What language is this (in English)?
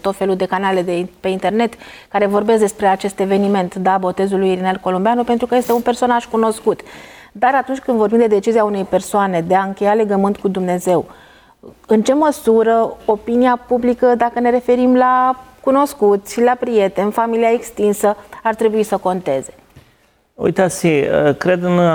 Romanian